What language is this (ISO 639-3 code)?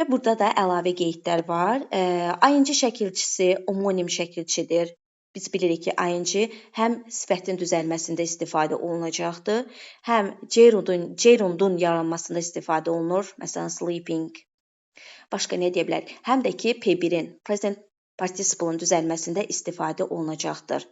aze